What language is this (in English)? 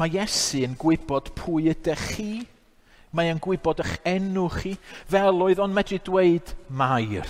Welsh